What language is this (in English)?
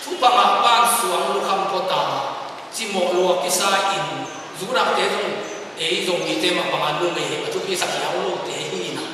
Tedim Chin